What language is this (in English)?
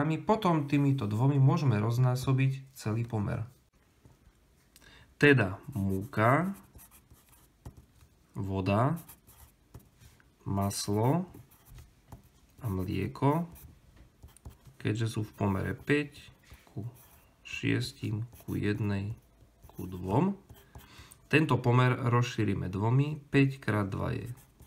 Slovak